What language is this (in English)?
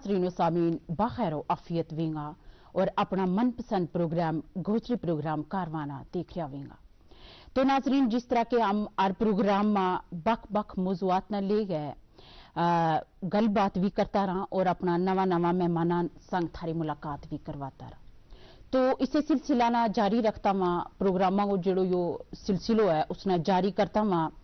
Gujari